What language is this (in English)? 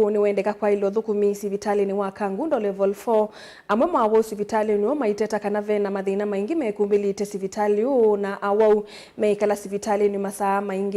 Kamba